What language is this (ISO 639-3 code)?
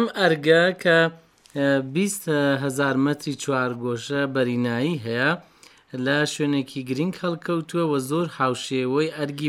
ckb